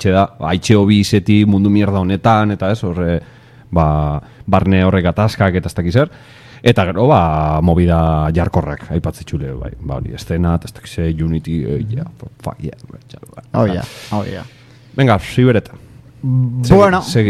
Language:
Basque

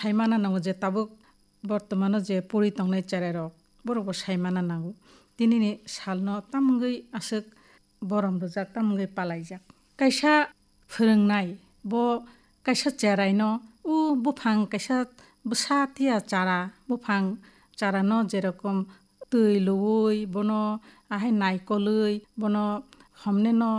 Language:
Kok Borok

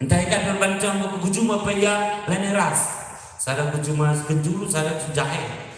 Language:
Batak Karo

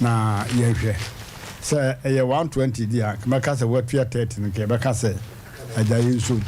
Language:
Akan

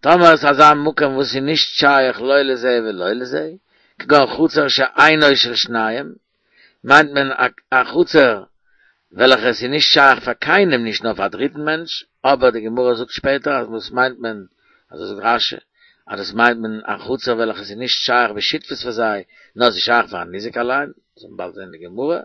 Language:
Yiddish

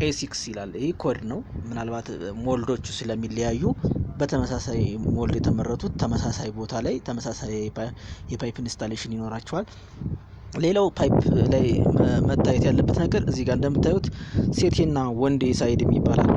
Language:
Amharic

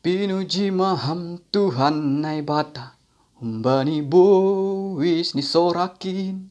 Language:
Batak Simalungun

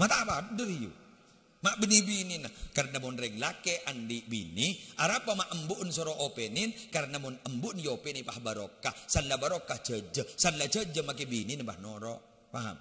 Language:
Madurese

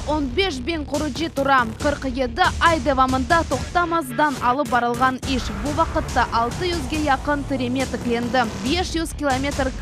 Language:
Crimean Tatar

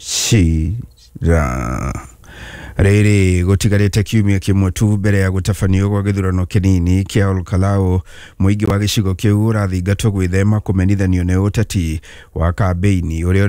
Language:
Kikuyu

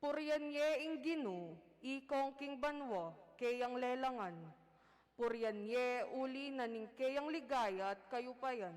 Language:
Pampanga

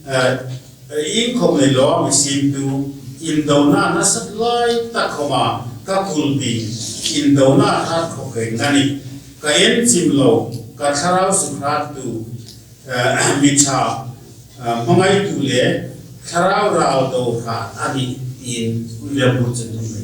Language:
Hmar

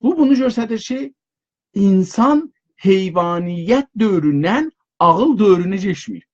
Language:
South Azerbaijani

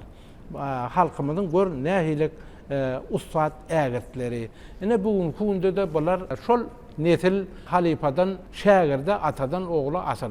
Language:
Turkmen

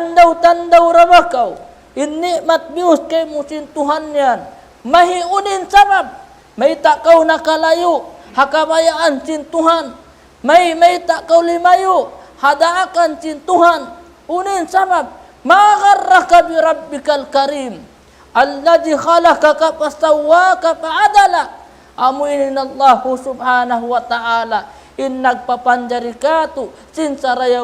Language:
Tausug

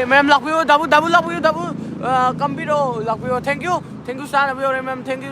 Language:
Manipuri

